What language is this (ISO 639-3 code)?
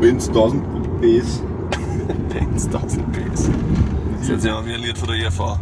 bar